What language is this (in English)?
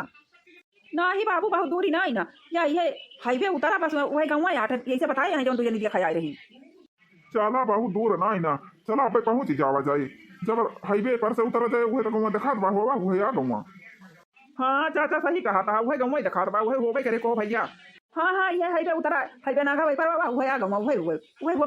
Awadhi